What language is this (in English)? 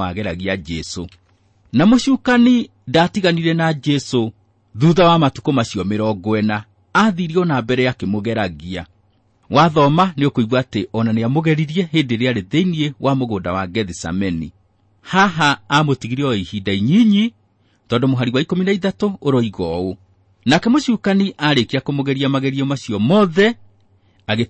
Kikuyu